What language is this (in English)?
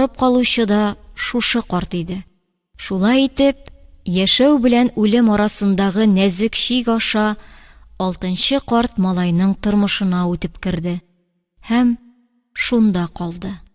Tatar